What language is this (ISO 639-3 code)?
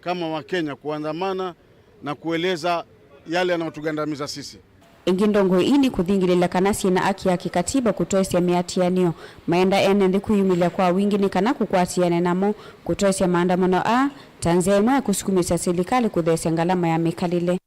kam